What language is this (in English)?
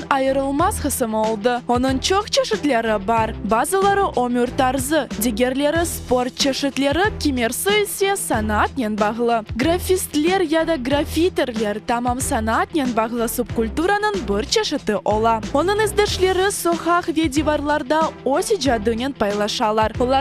Crimean Tatar